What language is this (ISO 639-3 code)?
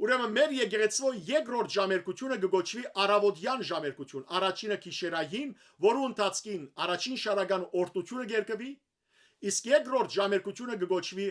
hyw